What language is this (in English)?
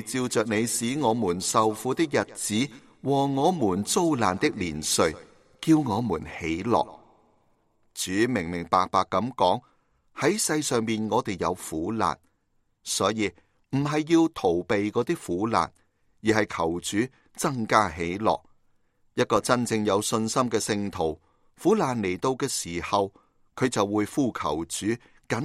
Cantonese